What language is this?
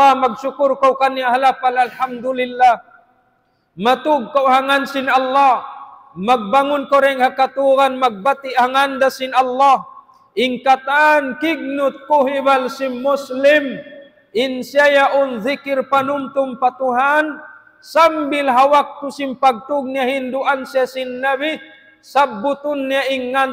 Tausug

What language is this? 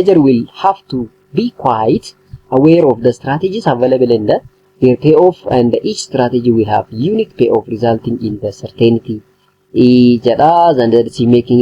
Oromo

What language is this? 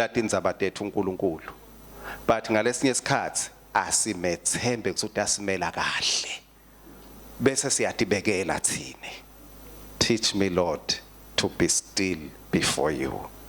Swati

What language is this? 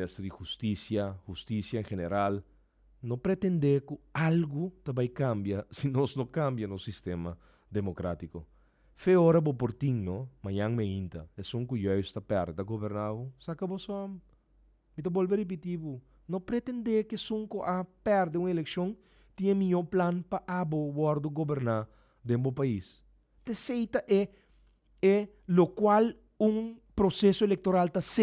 Papiamento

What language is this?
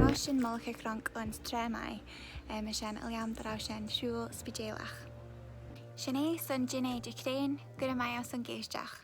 Irish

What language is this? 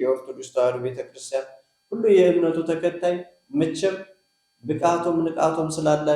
Amharic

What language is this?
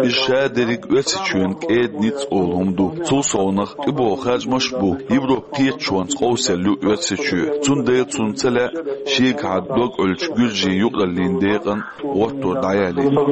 Chechen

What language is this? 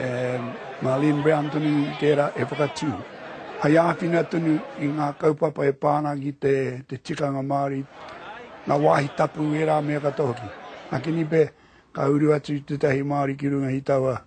Māori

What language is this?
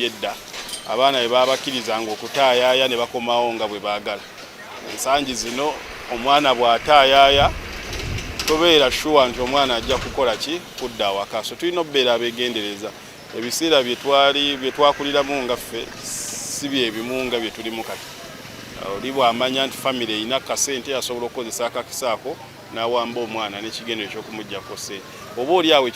Ganda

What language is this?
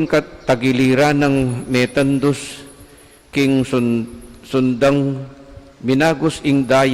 Pampanga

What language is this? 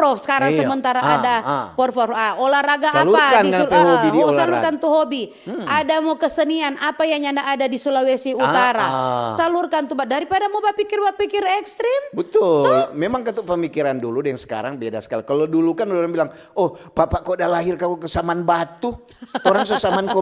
Manado Malay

